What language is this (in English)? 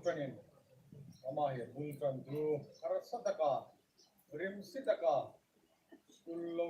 Hmar